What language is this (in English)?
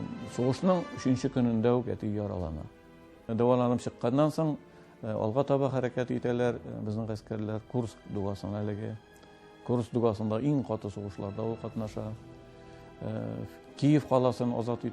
Tatar